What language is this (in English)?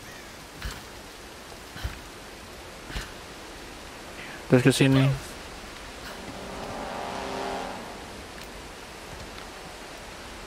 Indonesian